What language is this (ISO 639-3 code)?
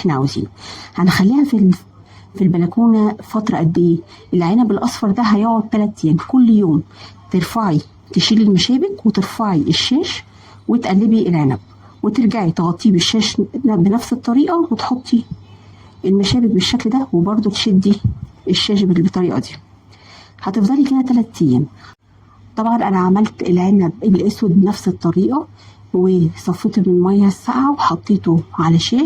arz